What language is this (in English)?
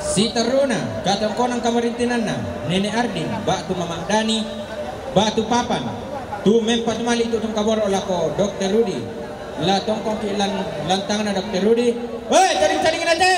Toraja-Sa'dan